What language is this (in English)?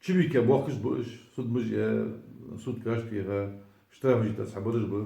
Ingush